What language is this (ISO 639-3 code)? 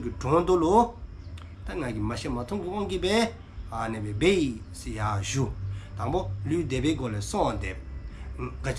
dzo